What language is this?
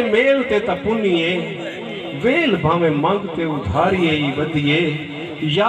Saraiki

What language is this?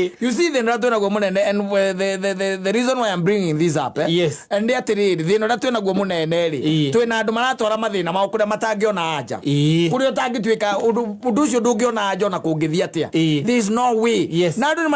Kikuyu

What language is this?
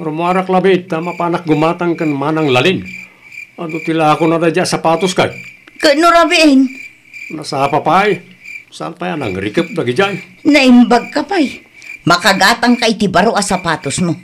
Iloko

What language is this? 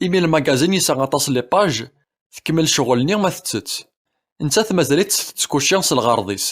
Kabyle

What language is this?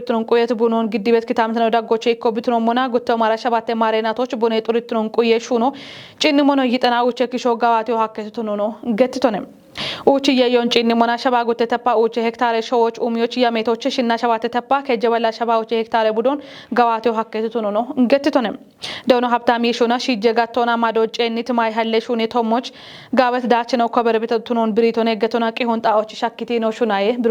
Kafa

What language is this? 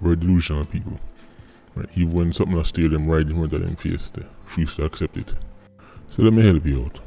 Jamaican Creole English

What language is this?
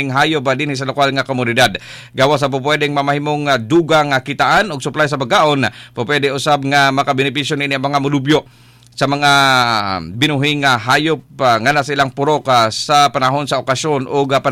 Cebuano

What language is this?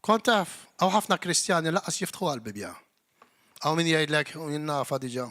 Maltese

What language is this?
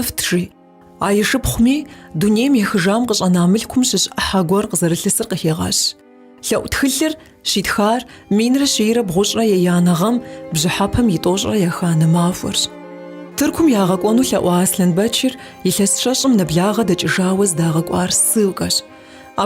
Kabardian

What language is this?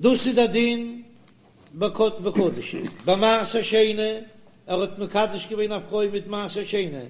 Yiddish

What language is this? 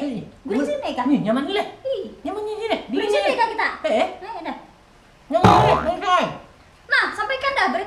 Banjar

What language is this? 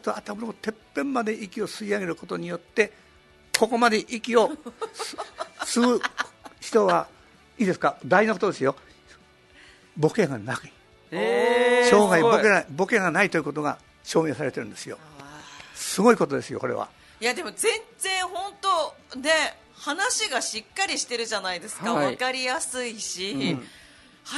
Japanese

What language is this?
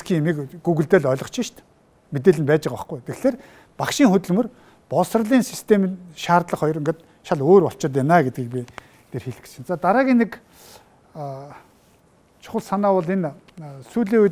Mongolian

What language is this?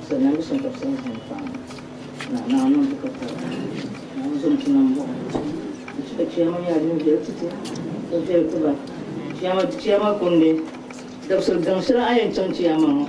Dagbani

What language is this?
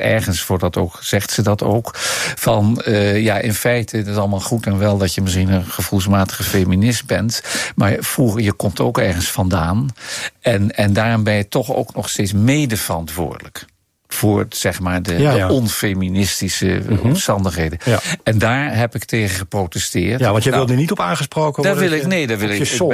Dutch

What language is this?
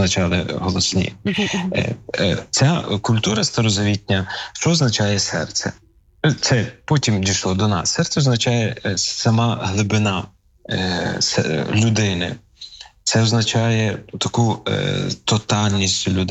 Ukrainian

